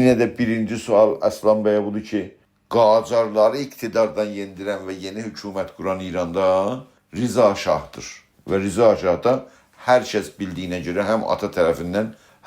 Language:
South Azerbaijani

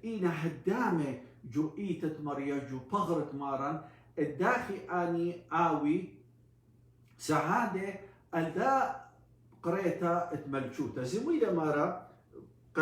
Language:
Assyrian Neo-Aramaic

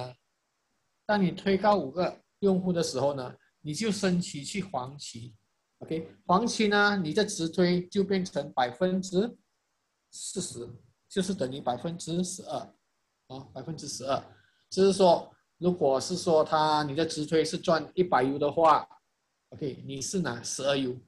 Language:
Chinese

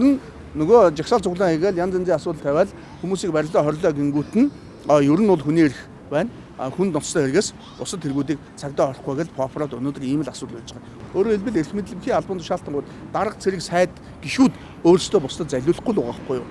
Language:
Mongolian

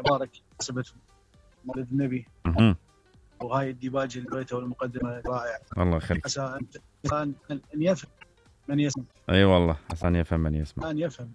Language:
Mesopotamian Arabic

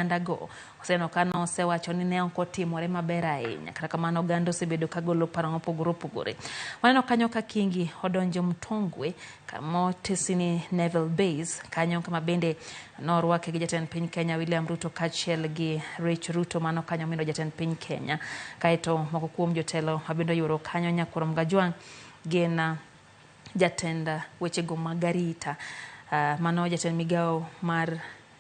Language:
Luo (Kenya and Tanzania)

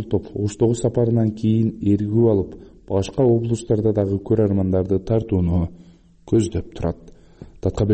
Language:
Kyrgyz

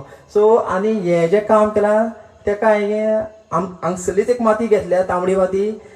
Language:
Konkani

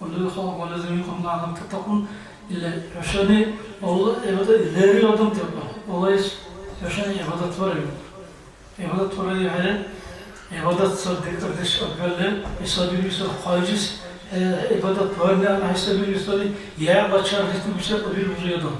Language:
Dargwa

